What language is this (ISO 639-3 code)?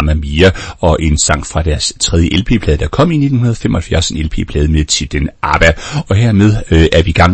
dan